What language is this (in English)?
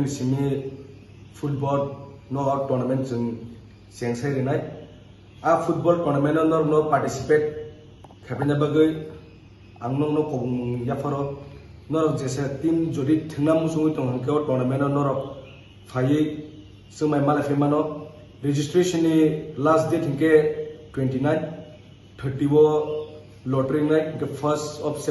Kok Borok